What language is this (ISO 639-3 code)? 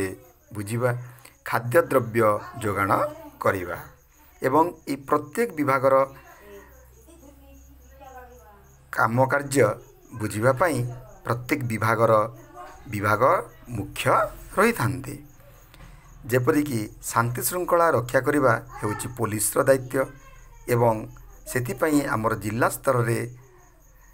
ori